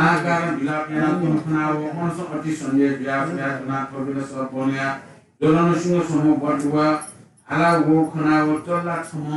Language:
Newari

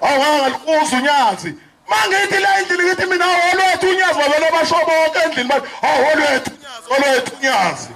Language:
Zulu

